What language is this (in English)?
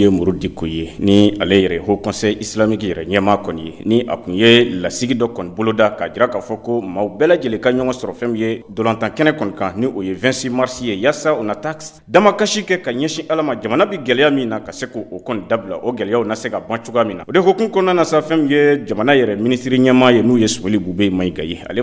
Bambara